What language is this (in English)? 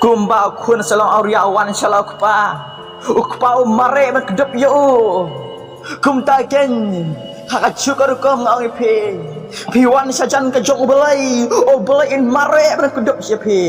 Khasi